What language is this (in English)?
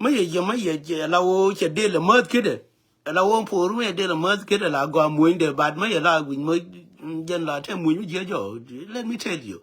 Nuer